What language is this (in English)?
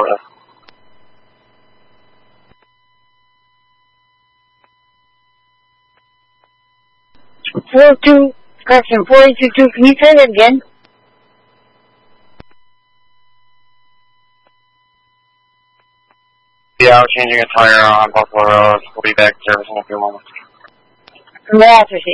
English